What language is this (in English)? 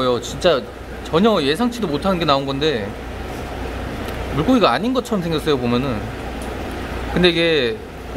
Korean